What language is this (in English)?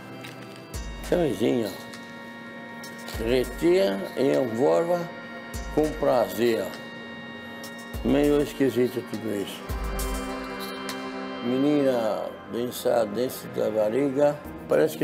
Portuguese